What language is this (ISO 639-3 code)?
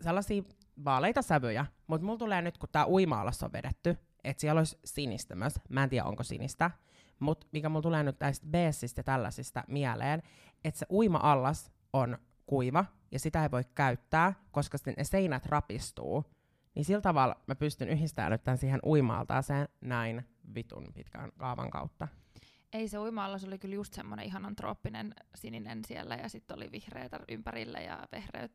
fin